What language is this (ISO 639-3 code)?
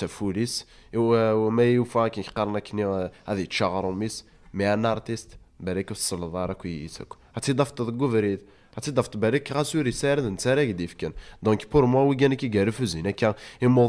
kab